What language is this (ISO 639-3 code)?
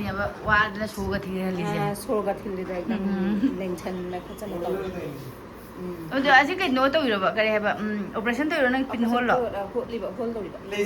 mni